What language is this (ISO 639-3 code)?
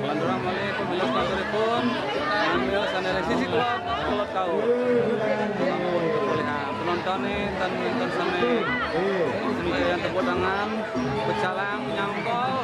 ban